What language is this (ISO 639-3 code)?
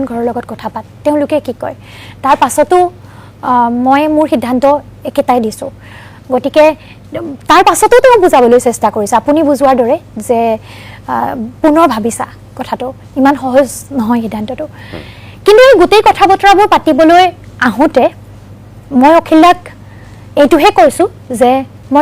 asm